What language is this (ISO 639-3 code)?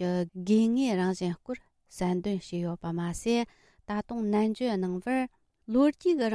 bod